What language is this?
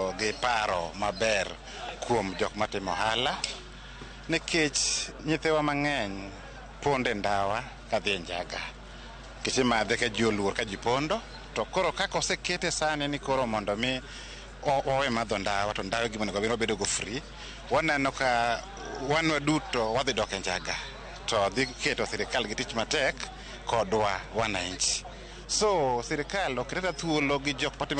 Luo (Kenya and Tanzania)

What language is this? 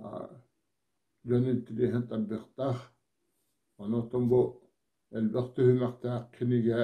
Yakut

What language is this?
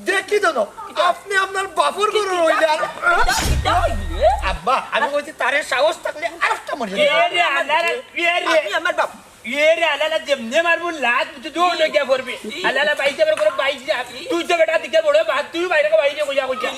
Sylheti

